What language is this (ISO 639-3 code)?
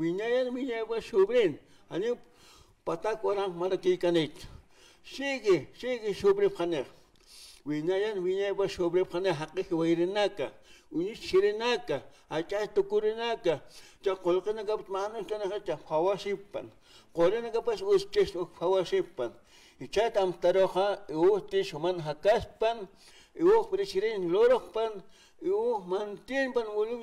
aym